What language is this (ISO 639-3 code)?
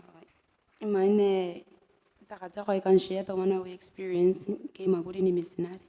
gil